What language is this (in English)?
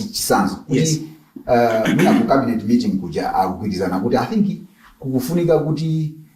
Nyanja